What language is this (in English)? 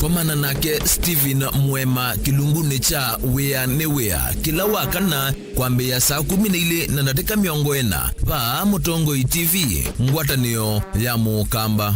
Kamba